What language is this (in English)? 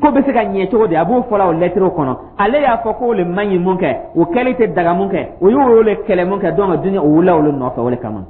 Dyula